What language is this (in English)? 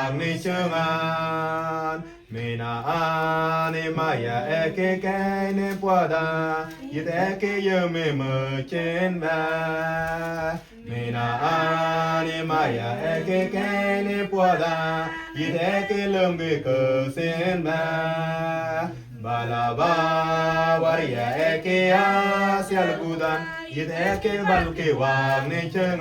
Mabaan